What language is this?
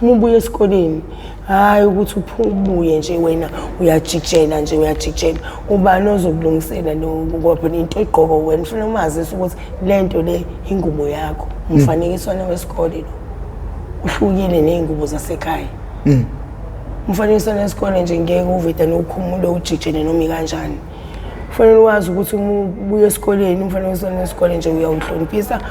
Zulu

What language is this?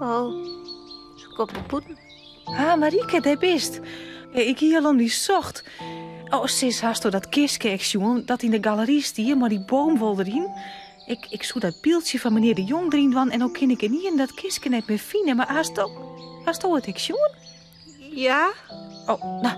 Western Frisian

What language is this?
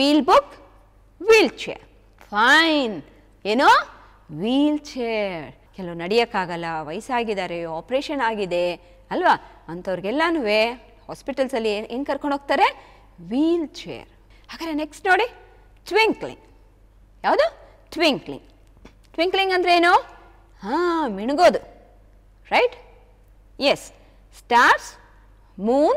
Kannada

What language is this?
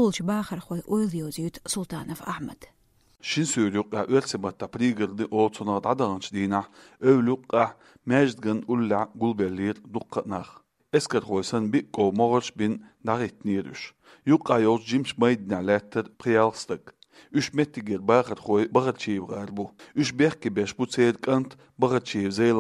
Chechen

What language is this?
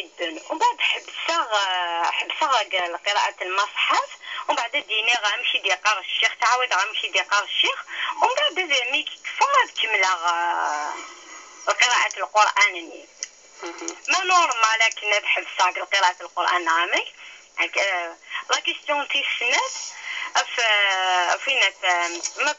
Kabyle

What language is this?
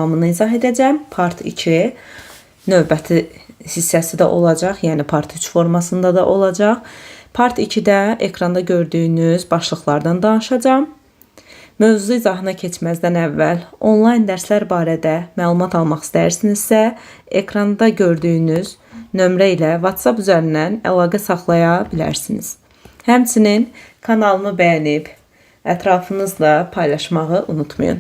Azerbaijani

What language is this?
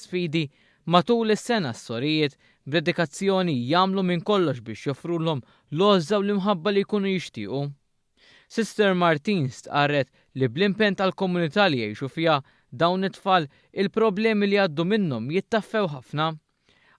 Maltese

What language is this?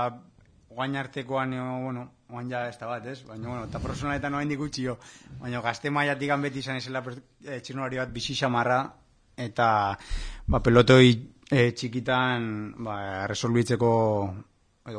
Basque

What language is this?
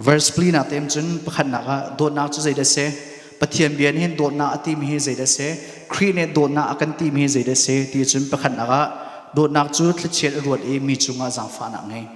Hakha Chin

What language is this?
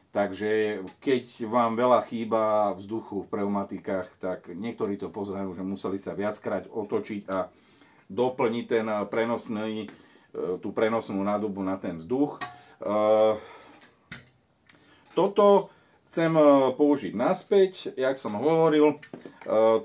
Slovak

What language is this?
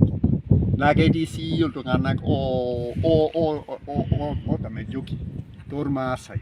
Masai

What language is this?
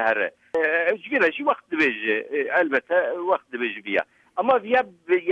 Kurdish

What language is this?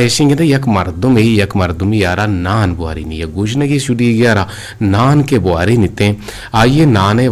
Eastern Balochi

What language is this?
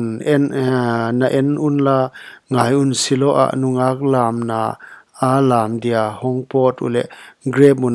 Paite Chin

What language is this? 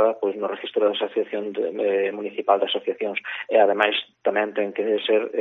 Galician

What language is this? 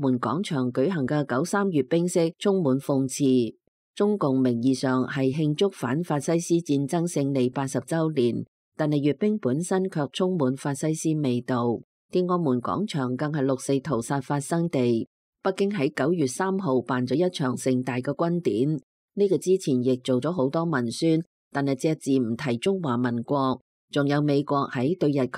Cantonese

